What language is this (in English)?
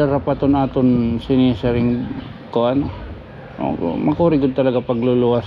Waray